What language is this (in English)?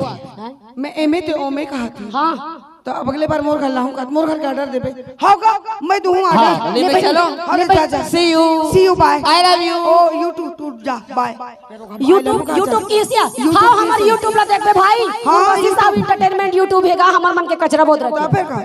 Chhattisgarhi